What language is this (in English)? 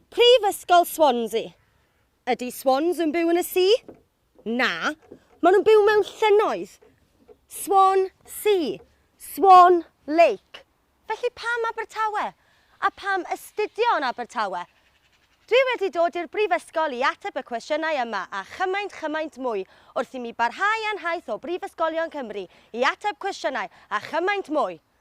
Welsh